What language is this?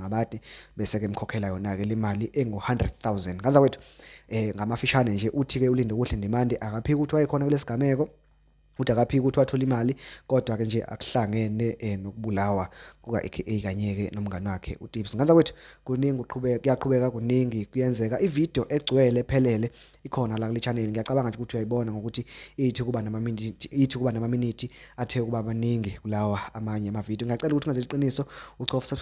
Zulu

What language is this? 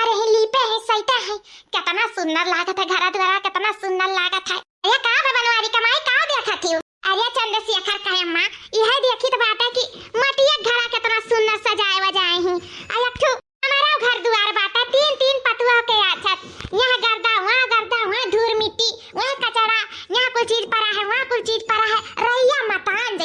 Awadhi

